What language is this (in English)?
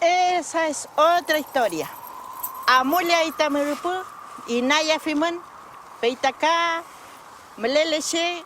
Mapuche